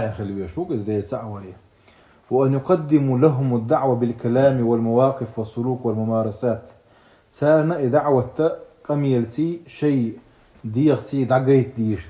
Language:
Chechen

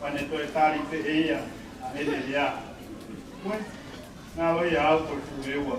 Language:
Tongan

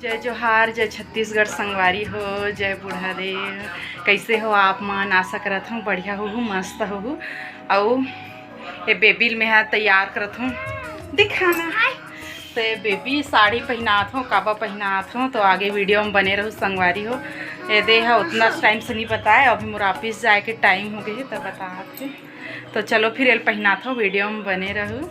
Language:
Chhattisgarhi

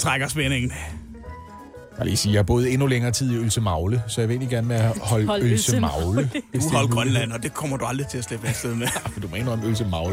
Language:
Danish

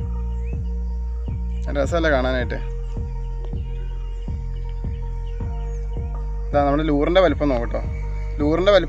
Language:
Malayalam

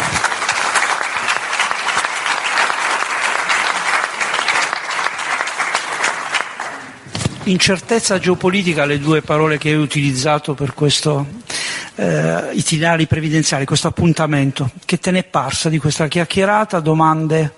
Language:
Italian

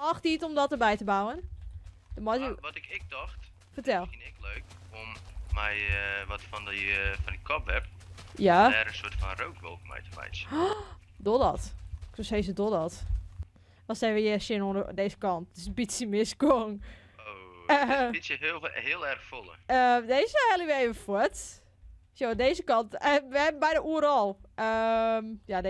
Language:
Western Frisian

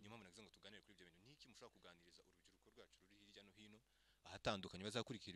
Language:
Kinyarwanda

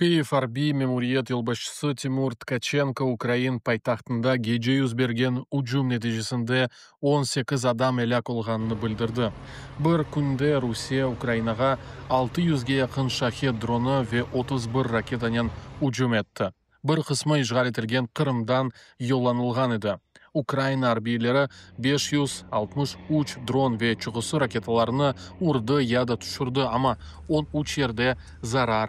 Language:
Crimean Tatar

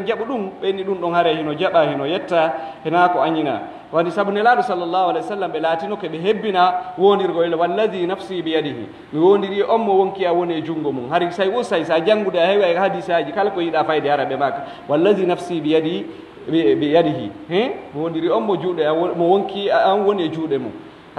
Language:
Pular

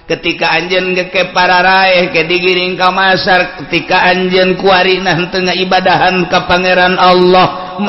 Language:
Sundanese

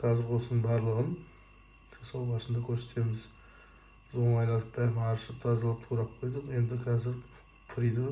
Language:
Kazakh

